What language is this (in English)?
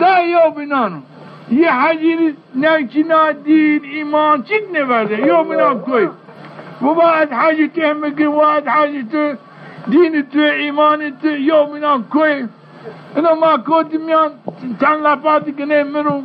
Zaza